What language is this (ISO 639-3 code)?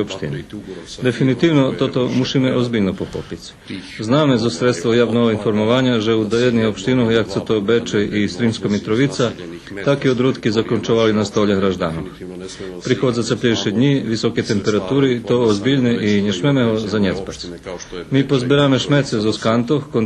rue